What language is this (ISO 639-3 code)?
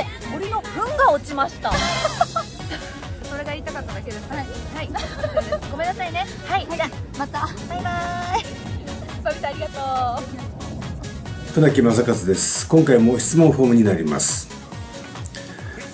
jpn